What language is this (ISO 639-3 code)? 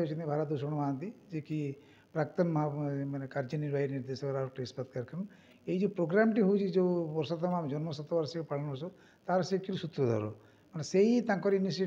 ori